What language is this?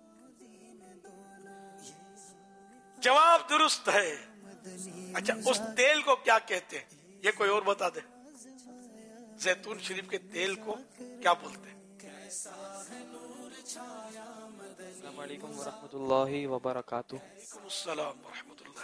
Urdu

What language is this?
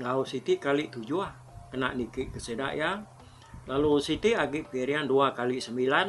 Iban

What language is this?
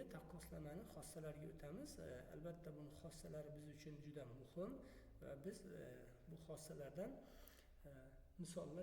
Uzbek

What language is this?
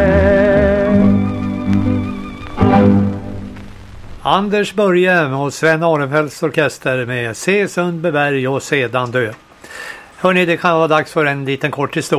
Swedish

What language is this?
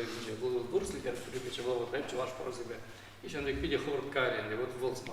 Chuvash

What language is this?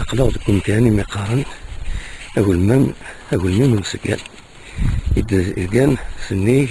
Kabyle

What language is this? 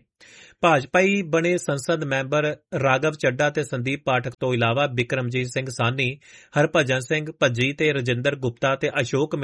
Punjabi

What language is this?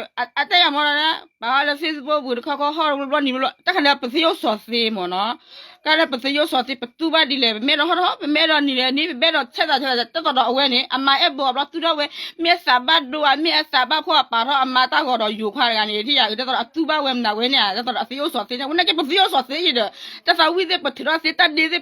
S'gaw Karen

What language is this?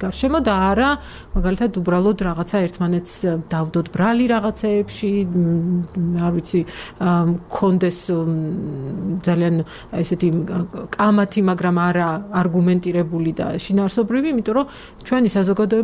Georgian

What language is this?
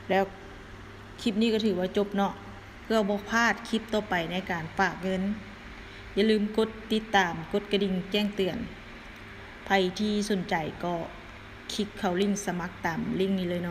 Lao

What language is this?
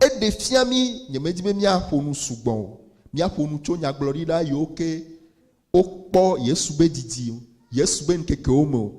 Ewe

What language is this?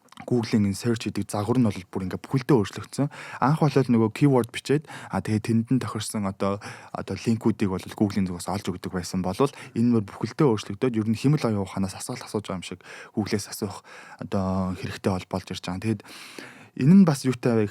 Mongolian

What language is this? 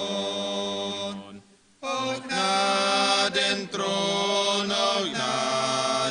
Plautdietsch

